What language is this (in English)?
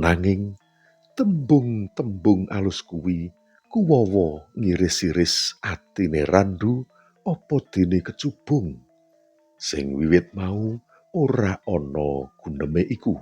Javanese